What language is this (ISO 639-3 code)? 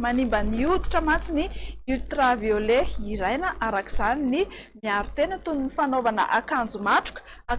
mlg